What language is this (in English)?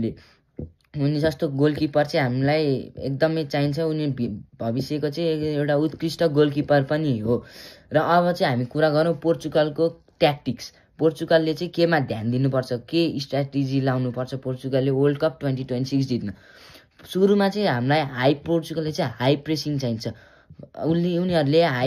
Nepali